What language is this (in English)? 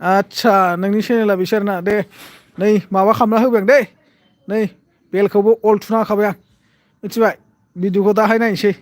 Bodo